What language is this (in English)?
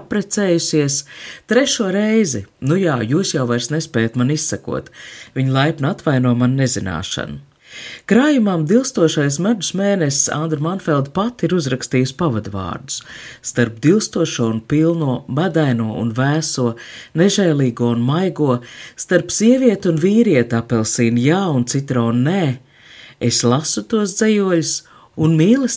Latvian